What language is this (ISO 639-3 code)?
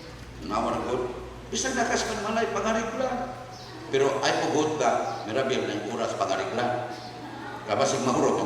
ceb